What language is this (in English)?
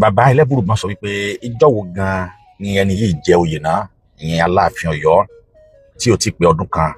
Yoruba